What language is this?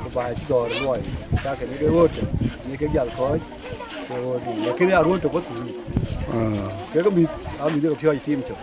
Dinka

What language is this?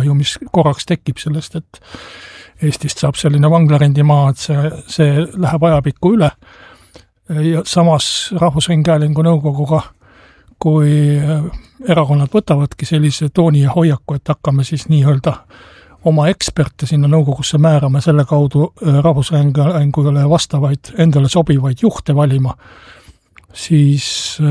Estonian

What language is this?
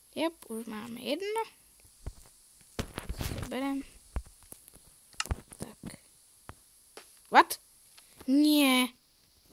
Slovak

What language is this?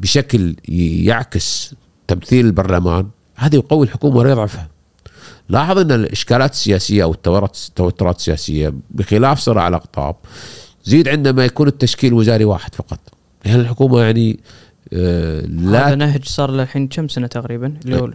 Gulf Arabic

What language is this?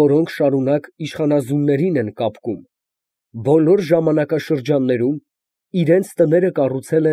Armenian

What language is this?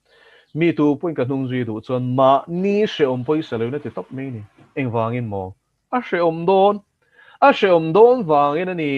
Mizo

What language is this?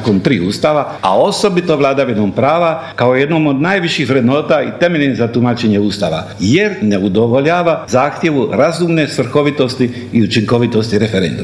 Croatian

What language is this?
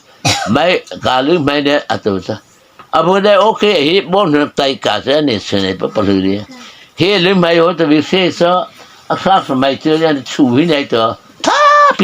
Mara Chin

